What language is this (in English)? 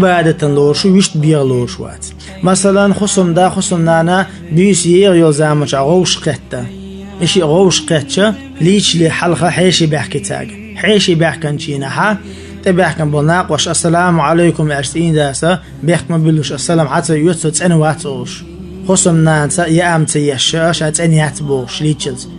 Chechen